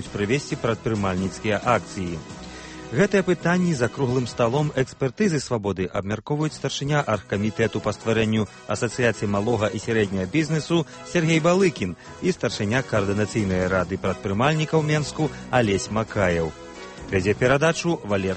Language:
Belarusian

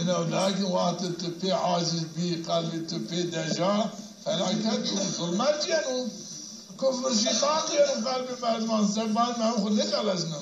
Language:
Zaza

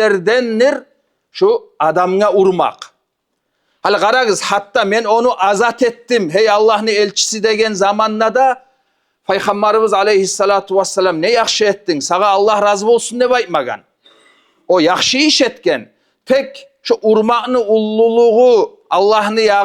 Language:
Kumyk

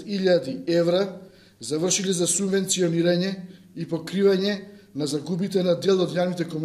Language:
Macedonian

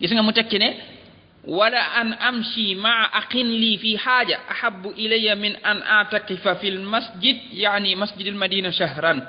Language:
Wolof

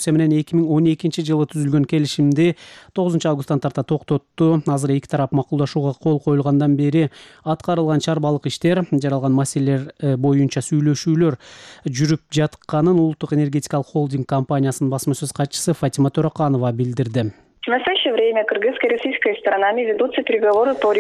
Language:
Kyrgyz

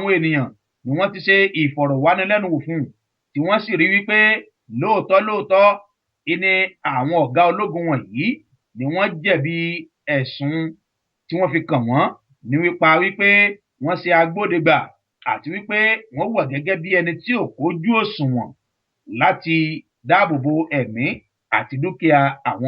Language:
Yoruba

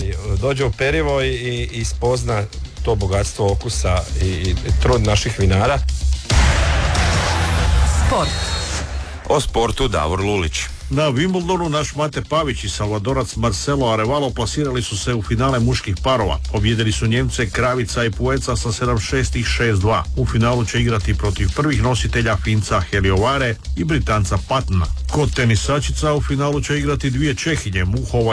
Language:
Croatian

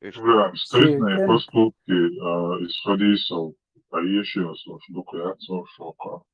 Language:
Chechen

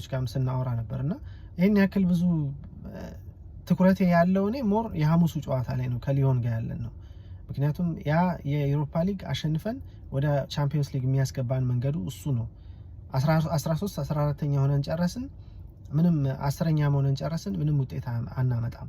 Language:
Amharic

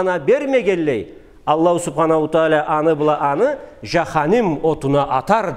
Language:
Karachay-Balkar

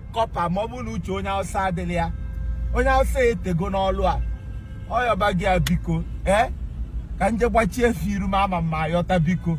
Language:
Igbo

